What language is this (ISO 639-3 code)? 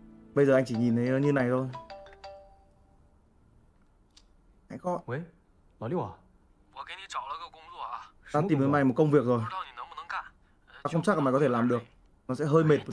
vie